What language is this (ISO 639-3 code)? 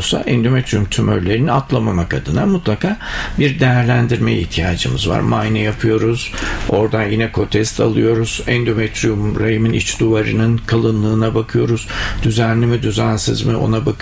tur